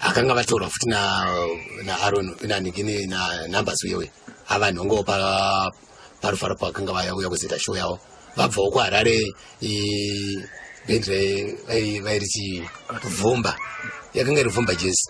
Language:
Shona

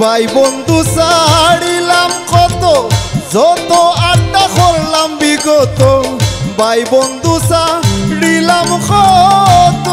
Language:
Sylheti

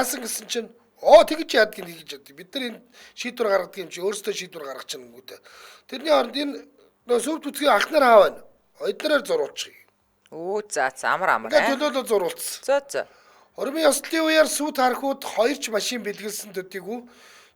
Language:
Mongolian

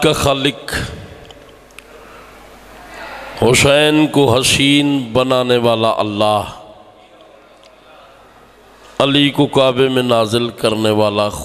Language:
Urdu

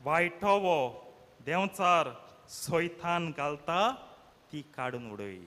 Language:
Konkani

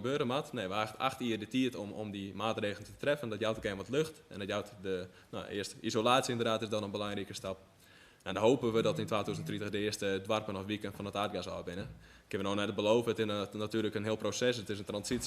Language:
Western Frisian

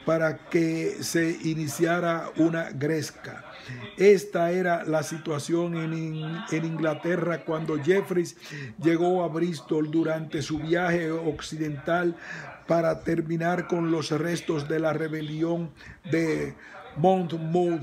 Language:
Spanish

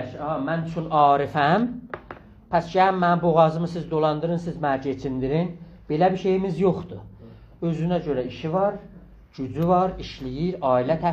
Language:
South Azerbaijani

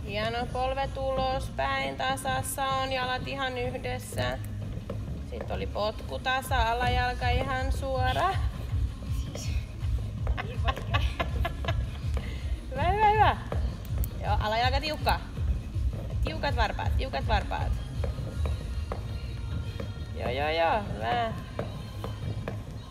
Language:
Finnish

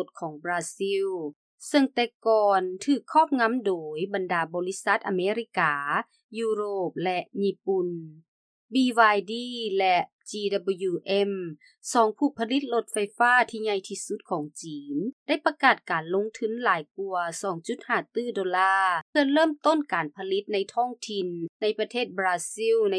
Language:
Lao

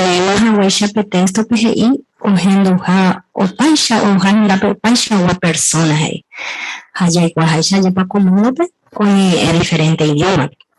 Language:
Guarani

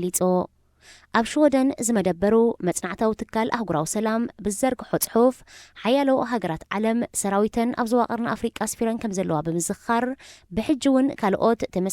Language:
Tigrinya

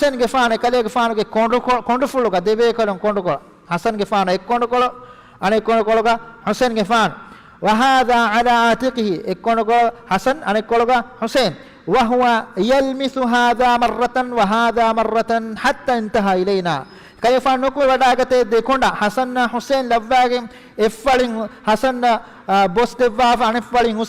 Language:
Divehi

